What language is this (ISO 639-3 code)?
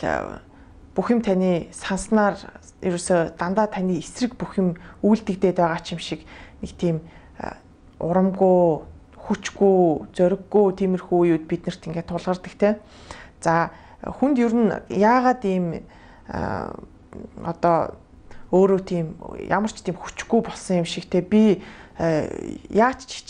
mon